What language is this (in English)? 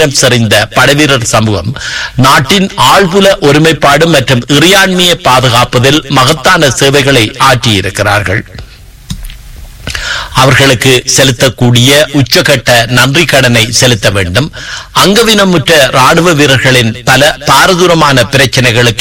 Tamil